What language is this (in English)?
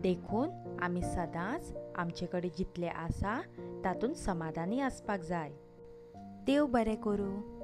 Konkani